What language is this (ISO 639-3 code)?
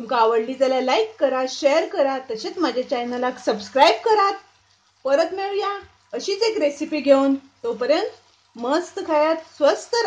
kok